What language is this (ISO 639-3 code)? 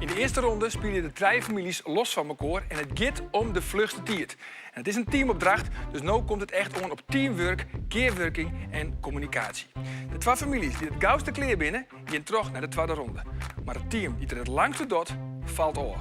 fry